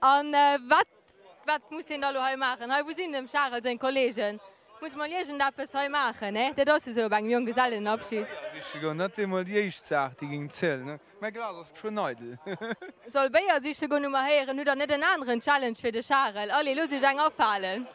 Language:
Luxembourgish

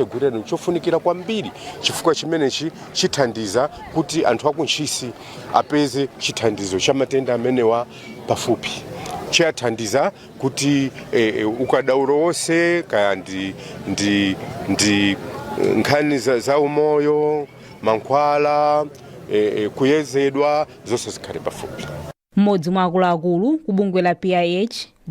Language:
Nyanja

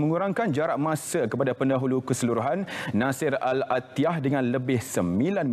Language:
Malay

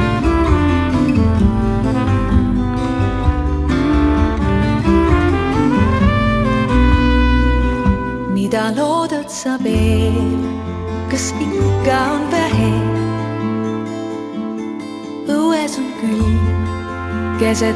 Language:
Estonian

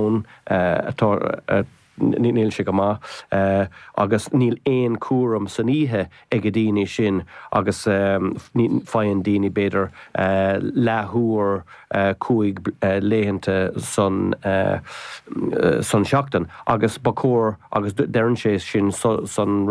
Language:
Irish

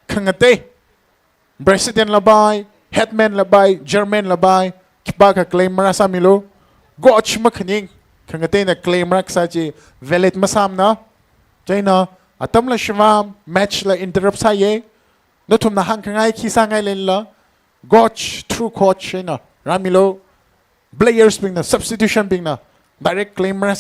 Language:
Tangkhul Naga (India)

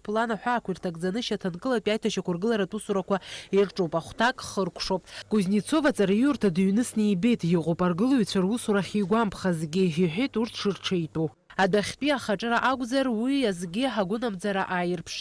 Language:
Abkhazian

